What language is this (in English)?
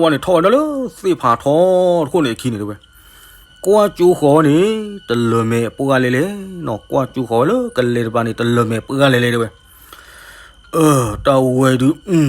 S'gaw Karen